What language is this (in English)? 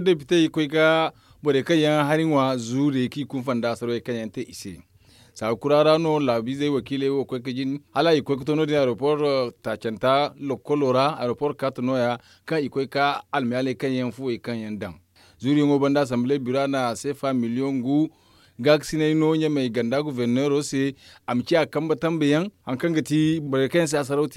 Zarma